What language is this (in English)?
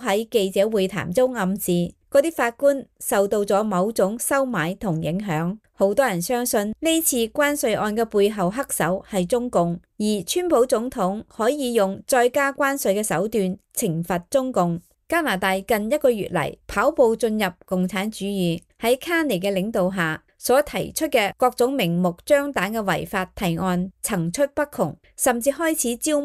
Cantonese